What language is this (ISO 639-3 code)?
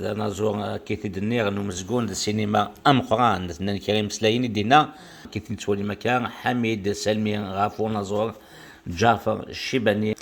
kab